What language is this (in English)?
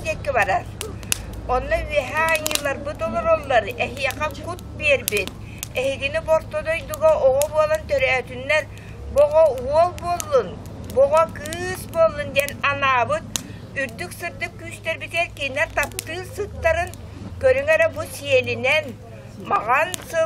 Yakut